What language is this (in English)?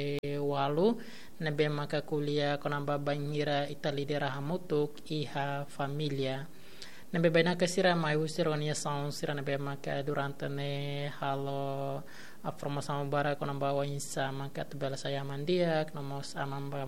Tetum